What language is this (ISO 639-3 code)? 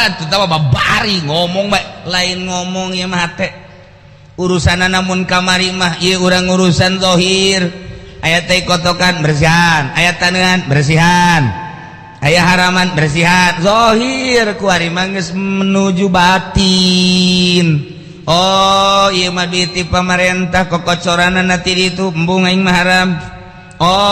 sun